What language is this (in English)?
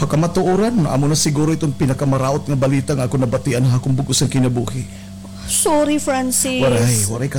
Waray